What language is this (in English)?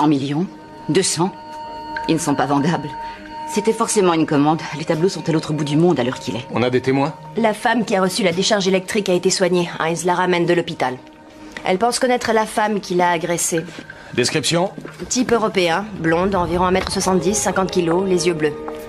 French